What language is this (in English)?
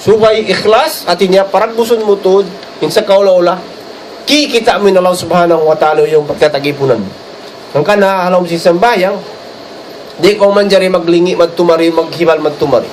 Tausug